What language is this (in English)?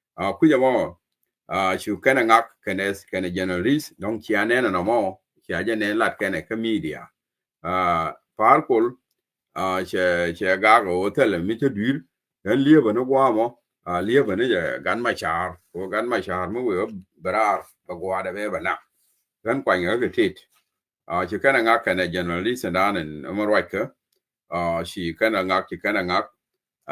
Nuer